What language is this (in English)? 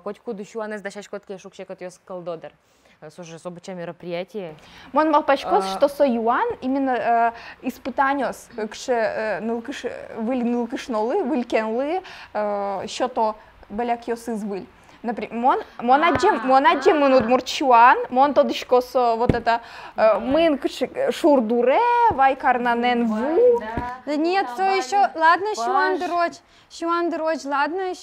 Udmurt